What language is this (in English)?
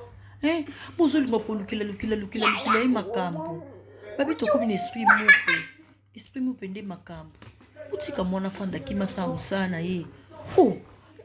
Lingala